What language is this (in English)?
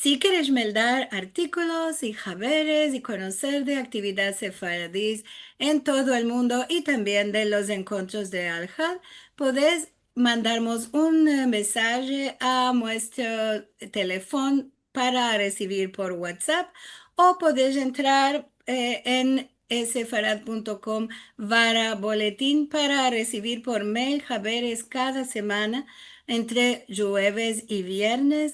Ladino